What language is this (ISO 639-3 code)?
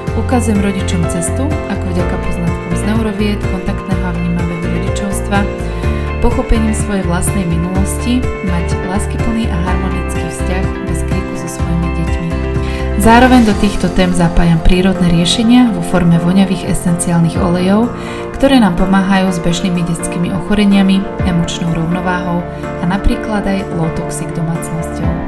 slk